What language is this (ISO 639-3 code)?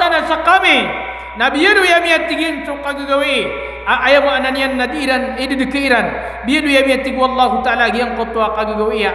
mrw